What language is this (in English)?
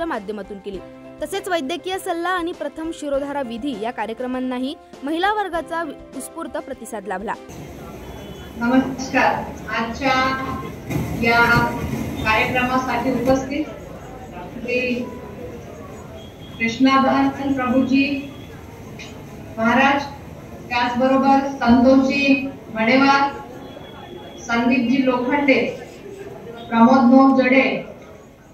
Marathi